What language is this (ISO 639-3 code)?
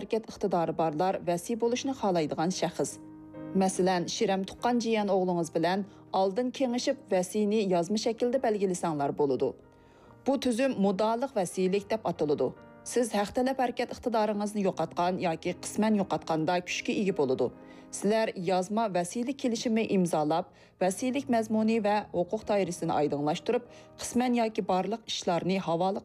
uig